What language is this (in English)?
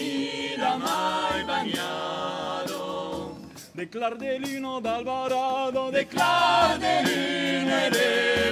Occitan